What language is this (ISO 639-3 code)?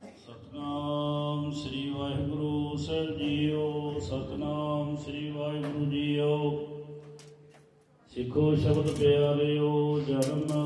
pan